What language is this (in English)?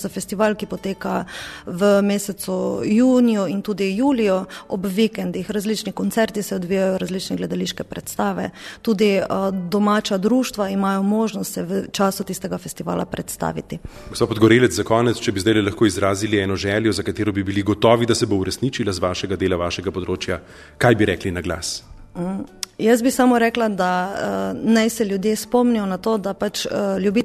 Slovenian